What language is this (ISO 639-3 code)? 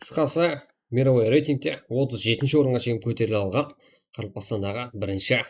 kaa